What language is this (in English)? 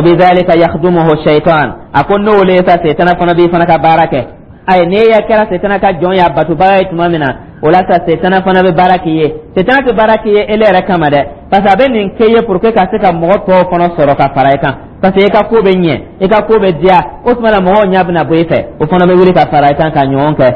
Dyula